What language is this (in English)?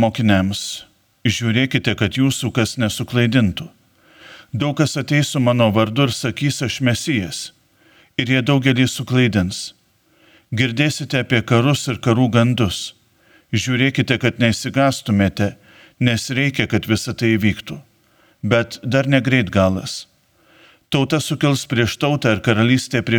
Lithuanian